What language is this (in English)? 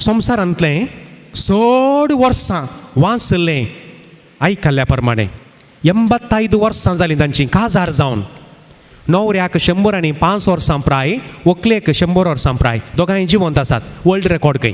Konkani